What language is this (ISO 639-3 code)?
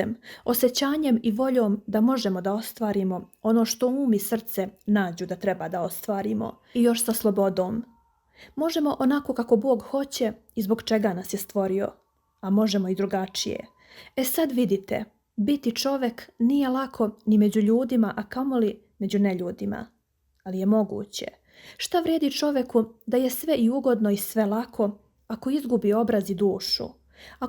srp